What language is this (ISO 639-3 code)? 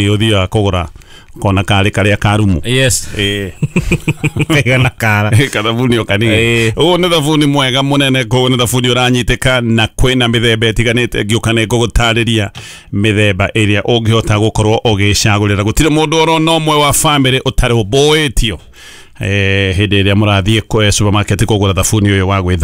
kik